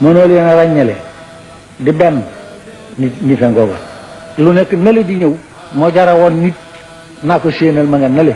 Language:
Wolof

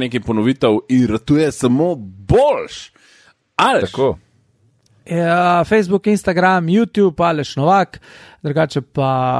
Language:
Slovenian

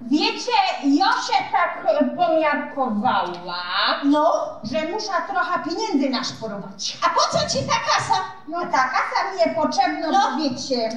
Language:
Silesian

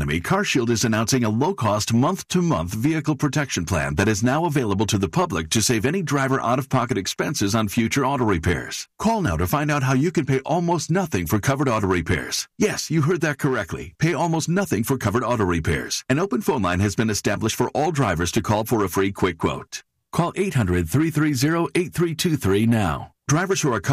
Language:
English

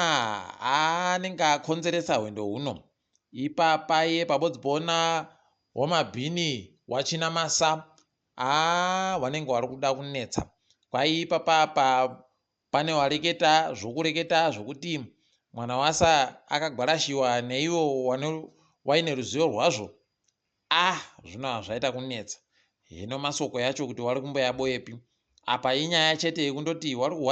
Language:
Ndau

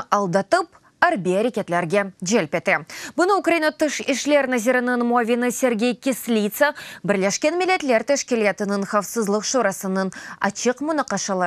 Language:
Crimean Tatar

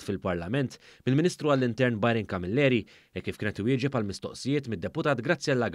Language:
Maltese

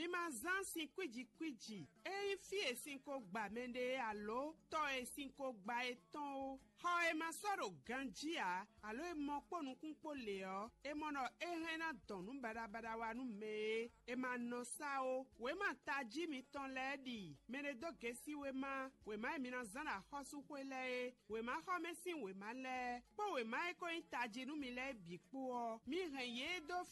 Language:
Fon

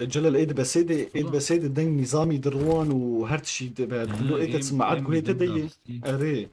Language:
Kurdish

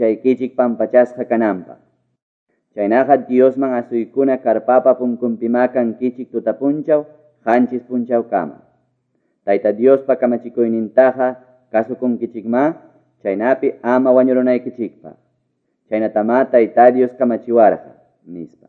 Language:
Quechua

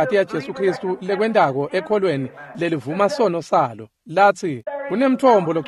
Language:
Swati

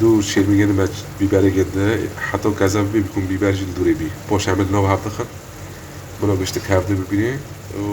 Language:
Kurdish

